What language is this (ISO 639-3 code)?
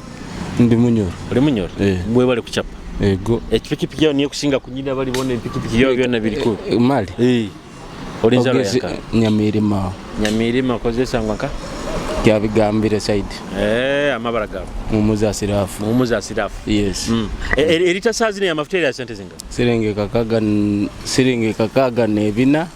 nyo